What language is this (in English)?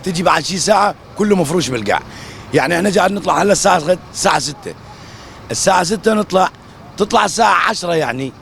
North Levantine Arabic